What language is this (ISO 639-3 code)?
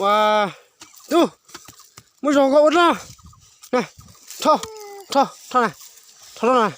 hmn